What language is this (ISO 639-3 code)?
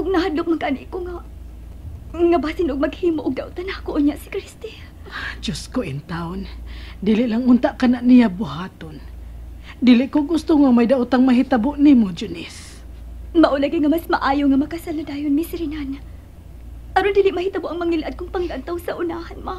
ceb